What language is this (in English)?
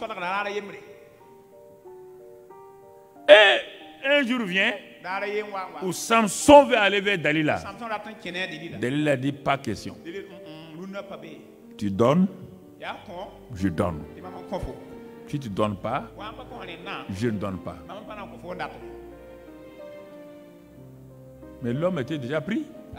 French